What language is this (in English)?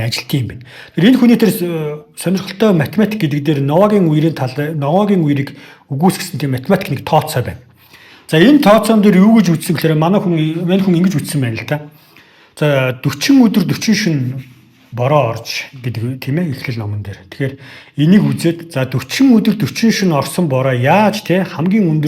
Mongolian